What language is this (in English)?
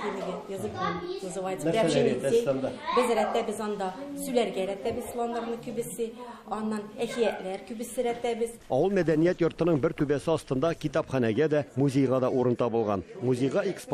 Tatar